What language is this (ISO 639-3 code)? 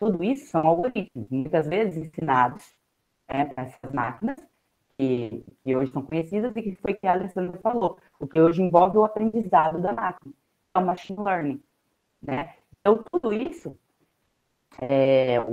por